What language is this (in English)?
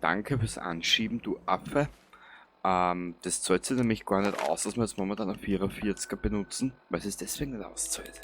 Bavarian